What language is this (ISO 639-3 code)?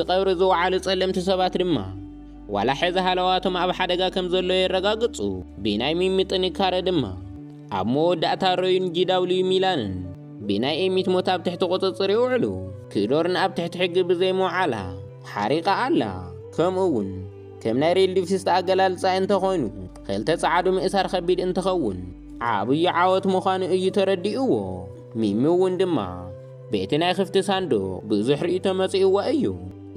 tir